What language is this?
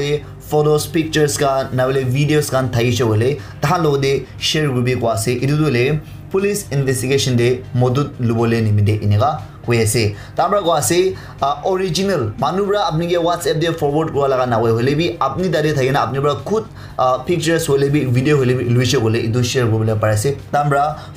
Naga Pidgin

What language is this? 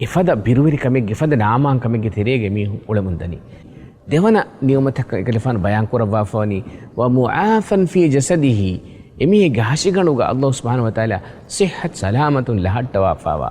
Divehi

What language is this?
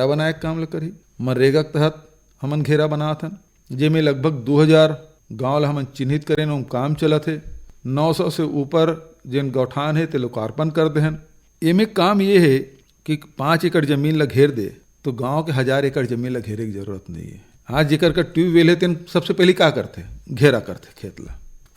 Chhattisgarhi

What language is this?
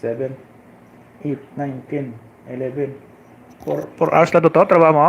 Hiligaynon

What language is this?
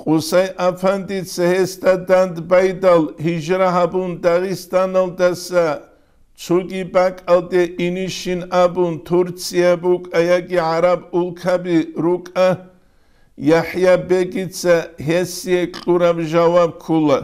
Avaric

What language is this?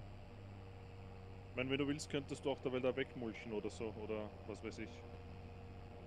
German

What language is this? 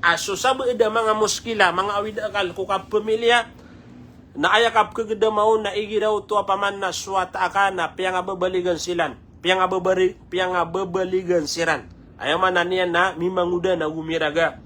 Maranao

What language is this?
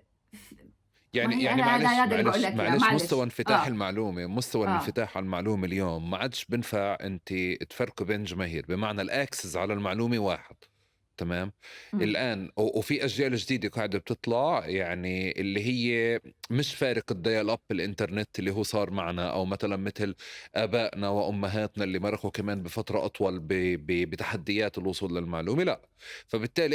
North Levantine Arabic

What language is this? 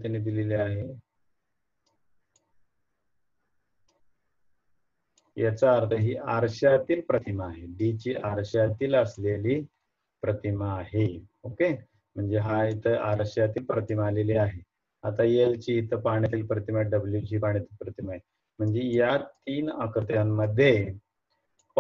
Marathi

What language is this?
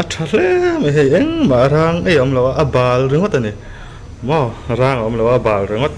Mizo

